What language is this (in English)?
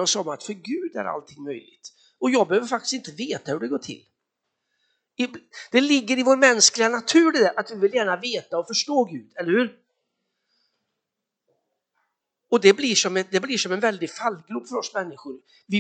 Swedish